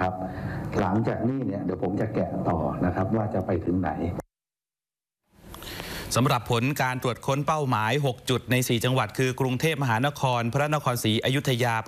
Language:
Thai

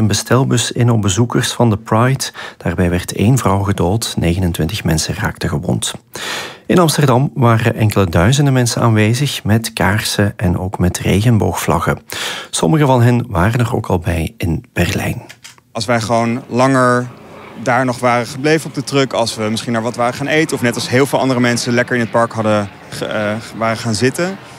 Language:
Dutch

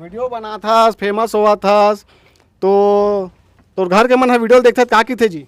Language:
Chhattisgarhi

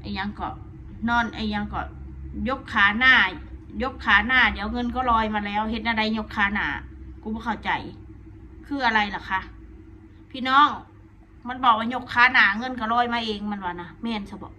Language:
Northeastern Thai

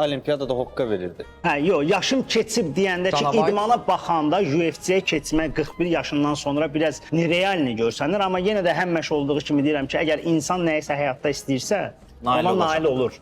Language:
Azerbaijani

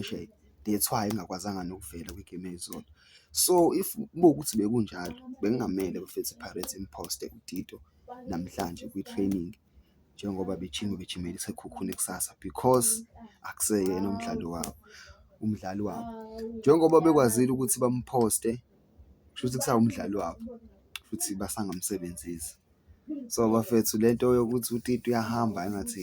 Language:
Zulu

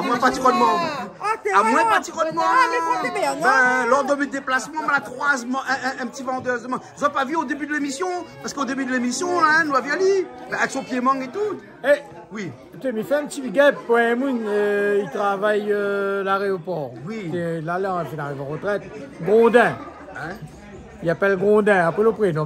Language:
Réunion Creole French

